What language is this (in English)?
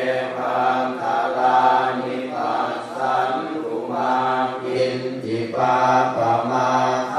Pali